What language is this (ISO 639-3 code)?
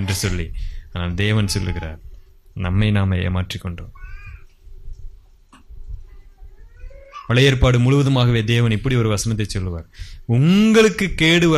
tam